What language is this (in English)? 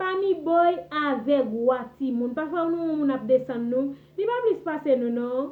Haitian Creole